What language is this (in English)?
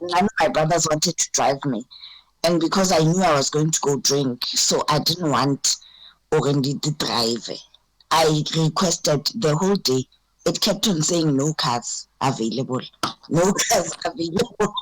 Venda